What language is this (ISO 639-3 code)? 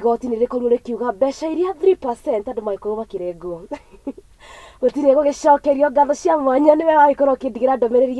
kik